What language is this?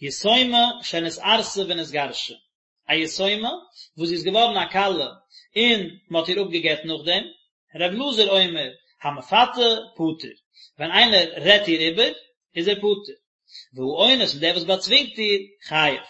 Yiddish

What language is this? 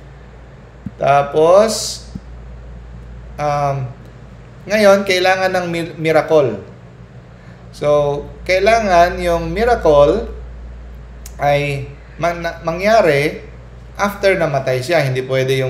Filipino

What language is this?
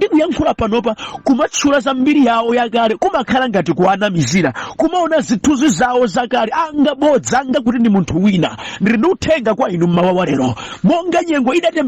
Nyanja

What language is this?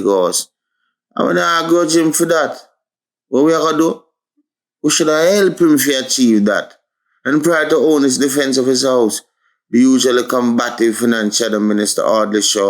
Jamaican Creole English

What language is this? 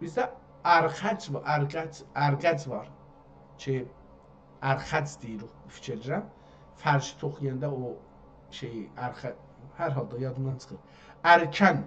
South Azerbaijani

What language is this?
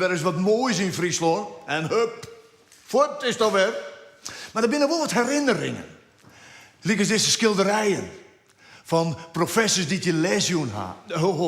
Western Frisian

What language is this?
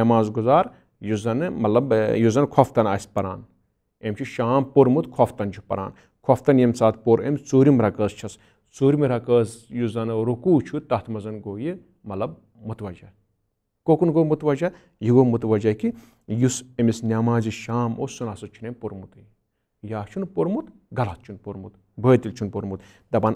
Kashmiri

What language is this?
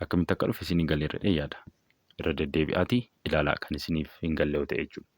Oromo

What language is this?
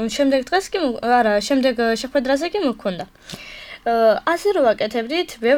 Georgian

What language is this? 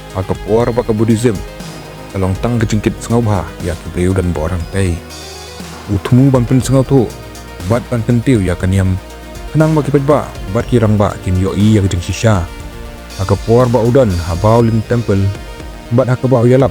Khasi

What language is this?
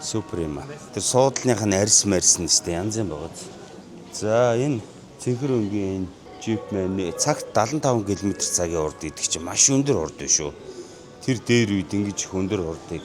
Mongolian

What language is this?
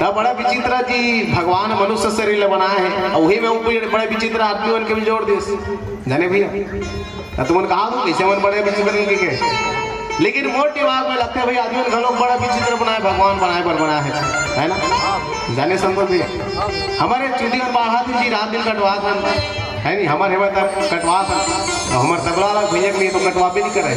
Chhattisgarhi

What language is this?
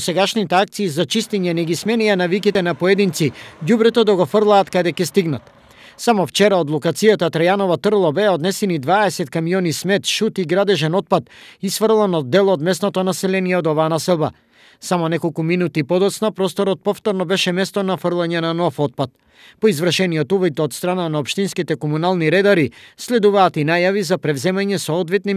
Macedonian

